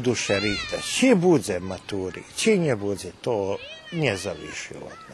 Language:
Rusyn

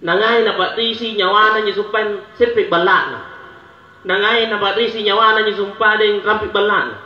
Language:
Makasar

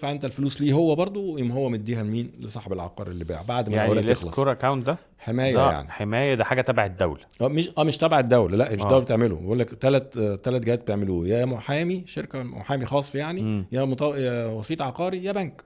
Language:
Egyptian Arabic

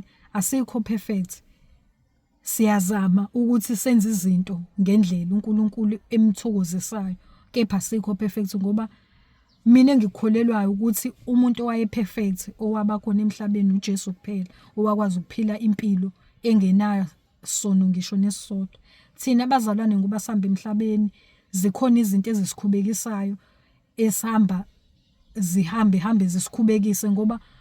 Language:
Zulu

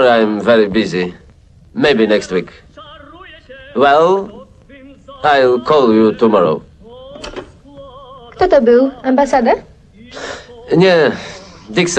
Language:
Polish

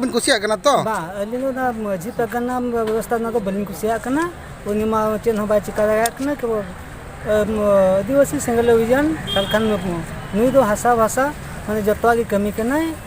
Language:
Santali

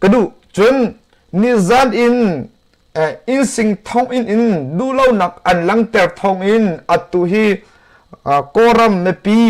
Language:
Hakha Chin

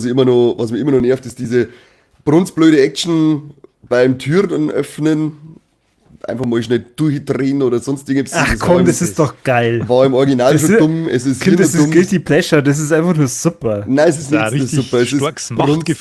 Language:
Bavarian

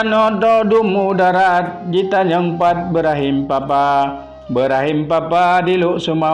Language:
Achinese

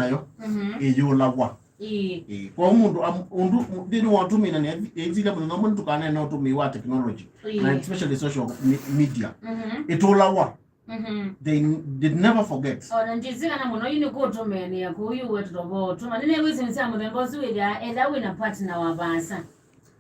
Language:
Kamba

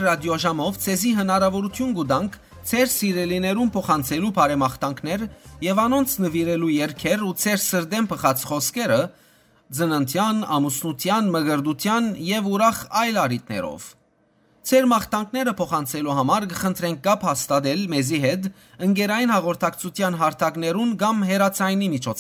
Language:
Western Armenian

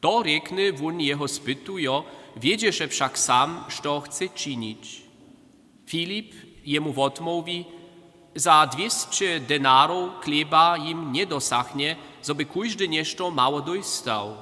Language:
Upper Sorbian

